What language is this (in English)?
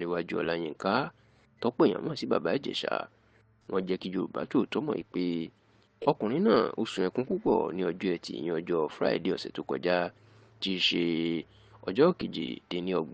Yoruba